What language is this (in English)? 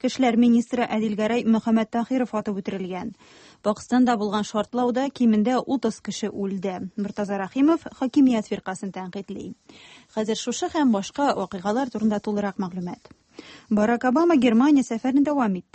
Tatar